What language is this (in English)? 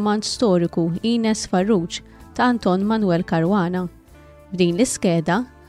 Maltese